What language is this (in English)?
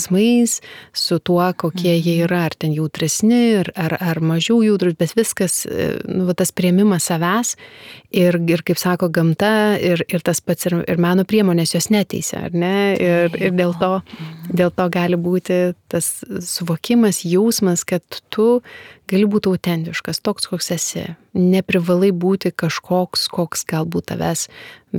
Lithuanian